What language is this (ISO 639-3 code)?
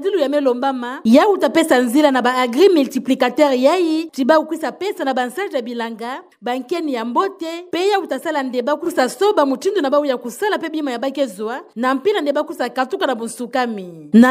ktu